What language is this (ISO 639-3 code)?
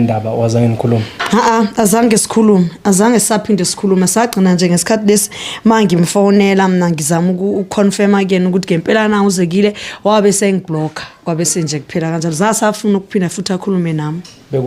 zul